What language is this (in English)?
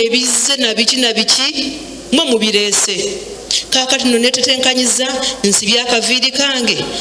Ganda